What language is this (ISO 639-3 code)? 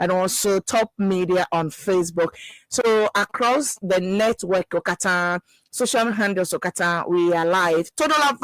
ewe